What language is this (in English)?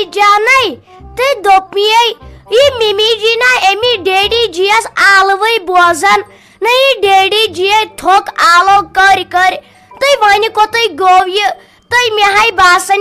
Kashmiri